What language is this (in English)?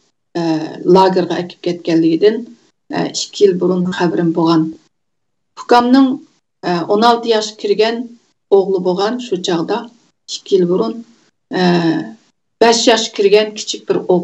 Uyghur